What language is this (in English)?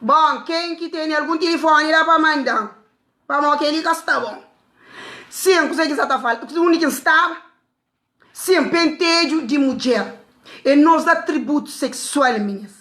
Kabuverdianu